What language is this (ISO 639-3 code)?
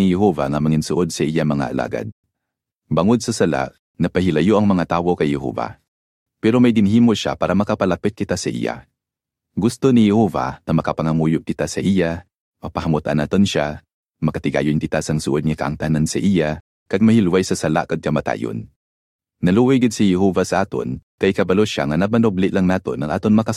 hil